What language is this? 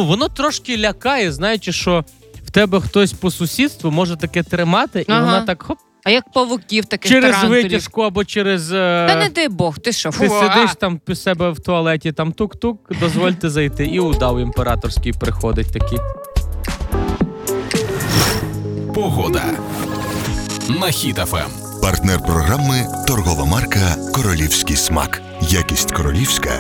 Ukrainian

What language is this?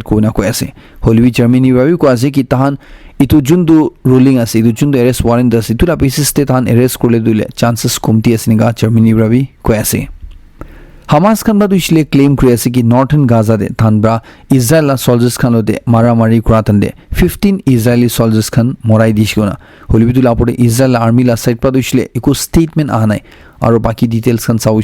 Naga Pidgin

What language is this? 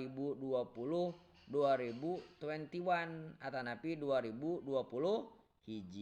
Sundanese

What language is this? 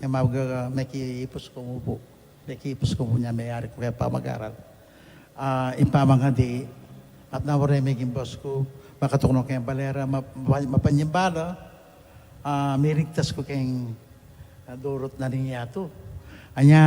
Pampanga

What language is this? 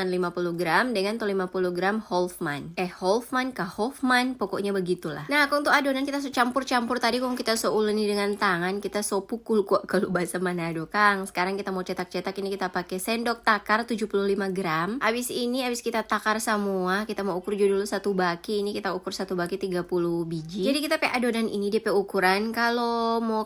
Manado Malay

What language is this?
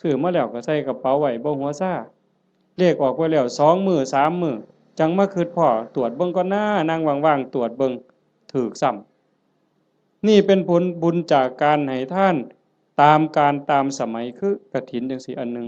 Northeastern Thai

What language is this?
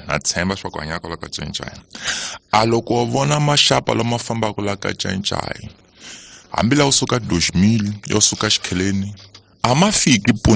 Tsonga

